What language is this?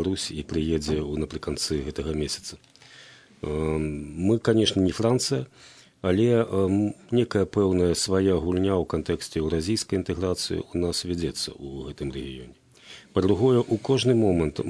Belarusian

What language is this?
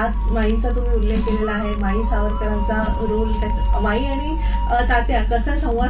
Marathi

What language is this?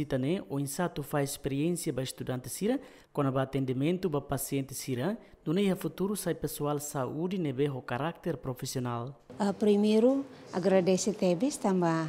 Tetum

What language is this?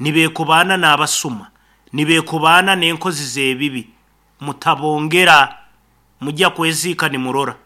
Nyoro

